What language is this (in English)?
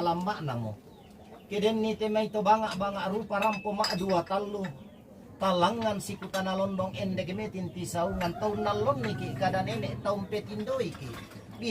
Toraja-Sa'dan